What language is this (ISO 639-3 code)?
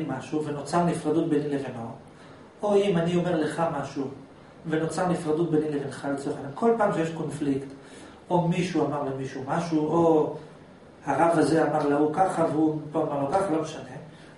heb